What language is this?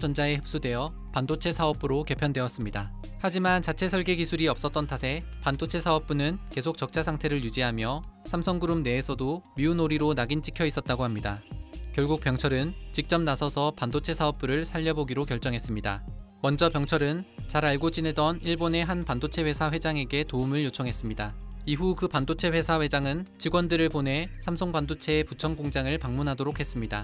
Korean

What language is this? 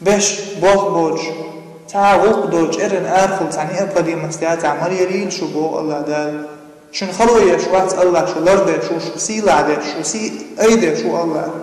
Chechen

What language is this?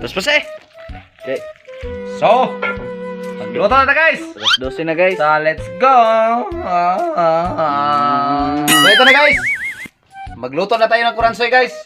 Cebuano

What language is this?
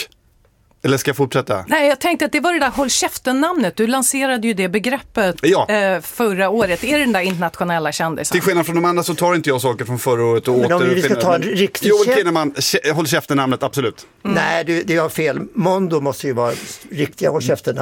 Swedish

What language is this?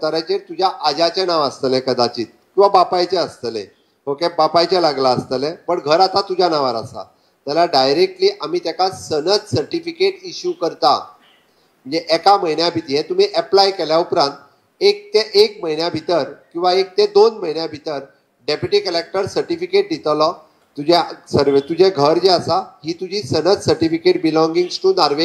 Konkani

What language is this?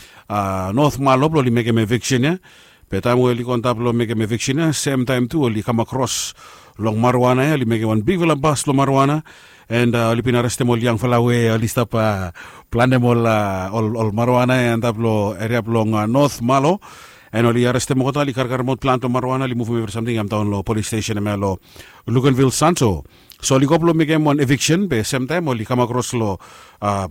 Bislama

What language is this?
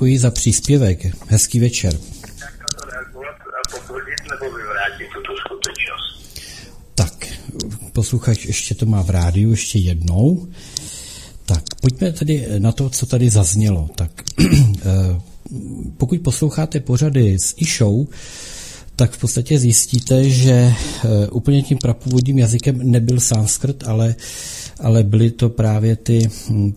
Czech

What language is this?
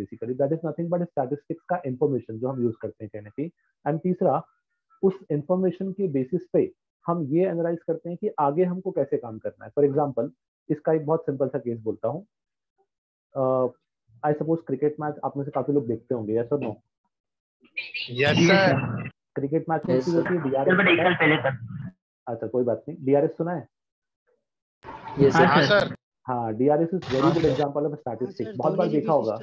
Hindi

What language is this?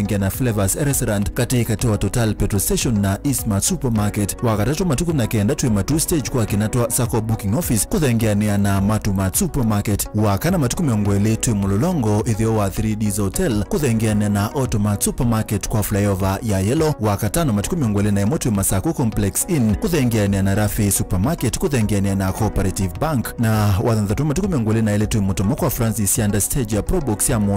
Kamba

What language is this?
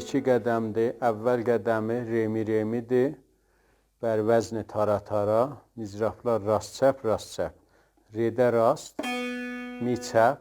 South Azerbaijani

